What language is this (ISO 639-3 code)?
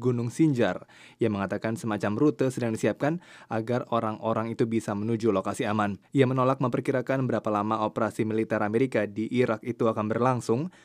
ind